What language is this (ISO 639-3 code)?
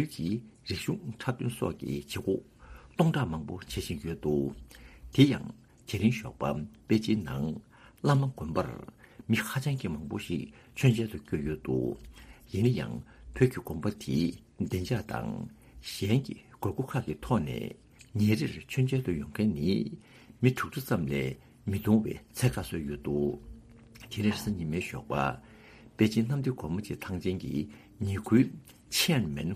bod